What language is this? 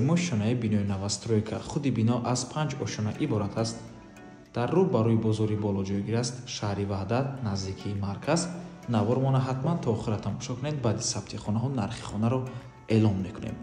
Tajik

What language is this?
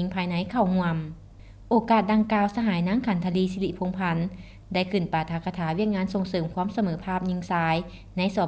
Lao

